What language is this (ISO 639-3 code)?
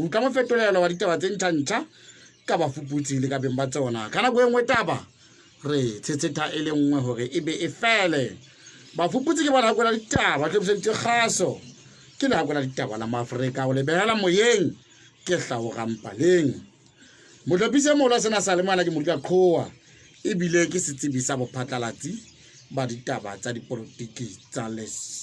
sot